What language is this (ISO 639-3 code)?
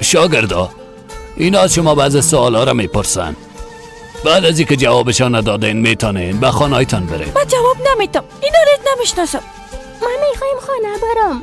fas